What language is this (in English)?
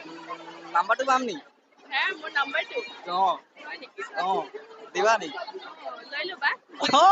Assamese